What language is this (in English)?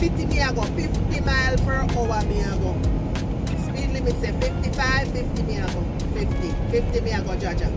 Jamaican Creole English